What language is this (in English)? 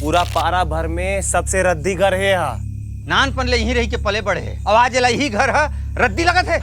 Chhattisgarhi